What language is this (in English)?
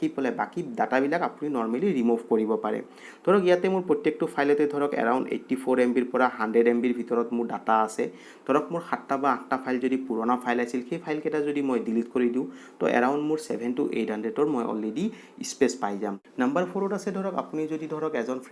Assamese